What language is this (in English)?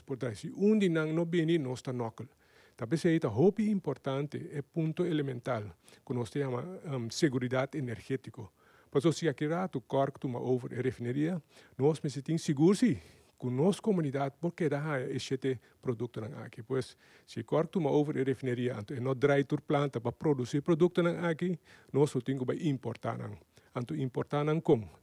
Papiamento